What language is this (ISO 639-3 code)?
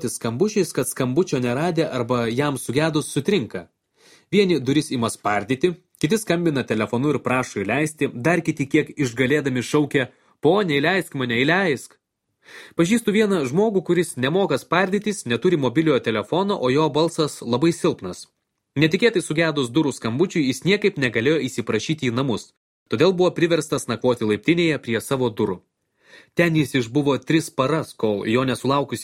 lit